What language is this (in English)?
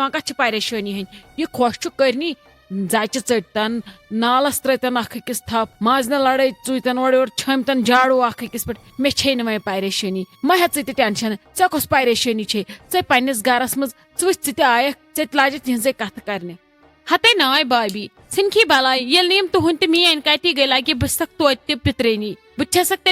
Kashmiri